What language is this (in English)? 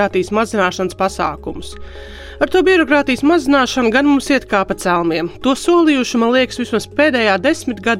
Latvian